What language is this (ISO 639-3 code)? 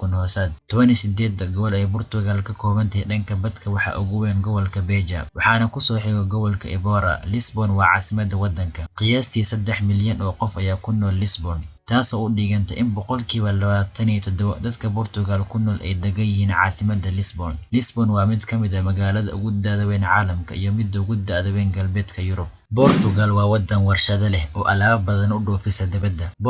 som